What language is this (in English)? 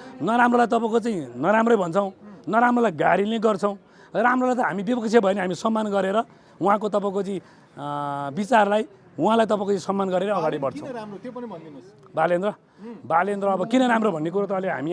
Nepali